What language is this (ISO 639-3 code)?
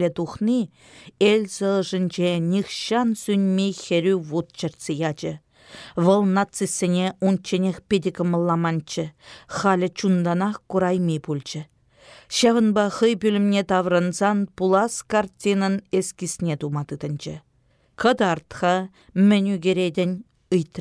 chv